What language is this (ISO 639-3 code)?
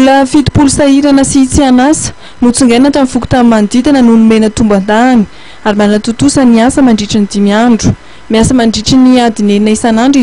mlg